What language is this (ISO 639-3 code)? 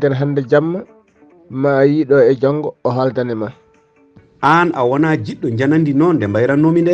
ful